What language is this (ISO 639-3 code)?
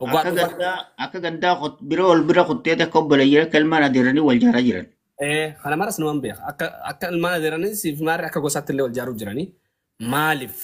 orm